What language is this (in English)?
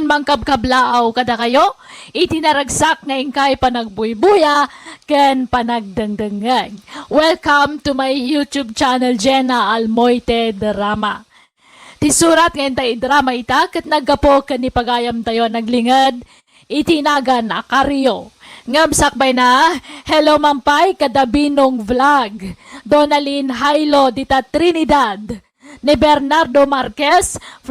Iloko